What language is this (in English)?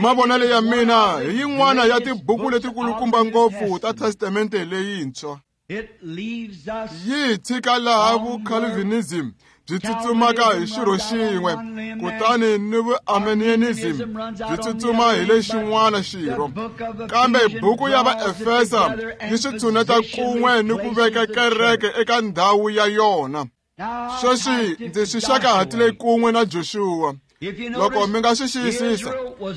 Tsonga